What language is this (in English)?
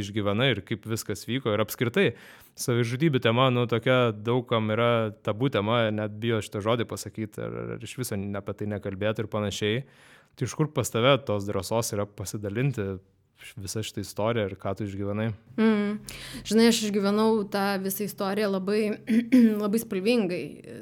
Lithuanian